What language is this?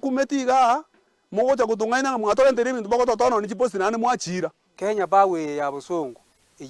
Gusii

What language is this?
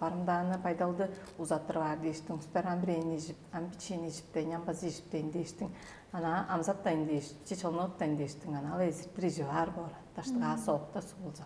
Tuvinian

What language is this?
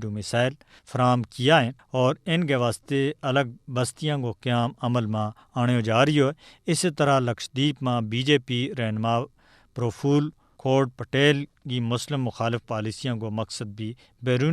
Gujari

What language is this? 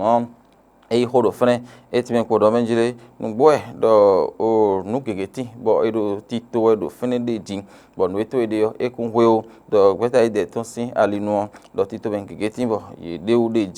Fon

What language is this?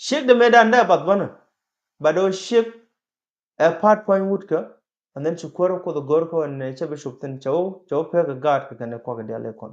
Nuer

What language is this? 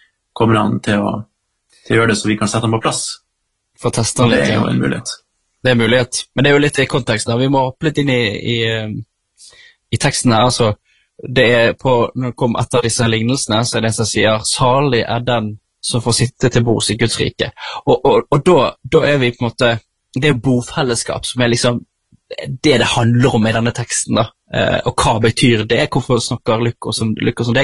Norwegian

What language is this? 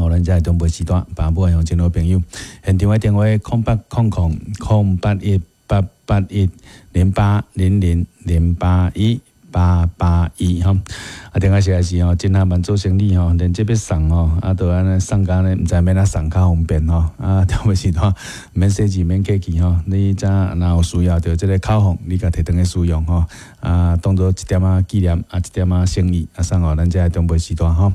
Min Nan Chinese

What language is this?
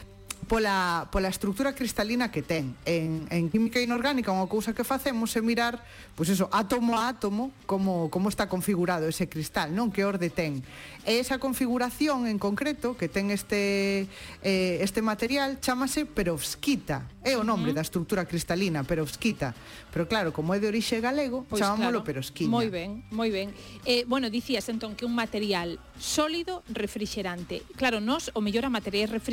Galician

